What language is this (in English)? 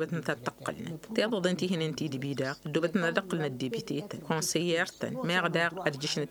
Tamasheq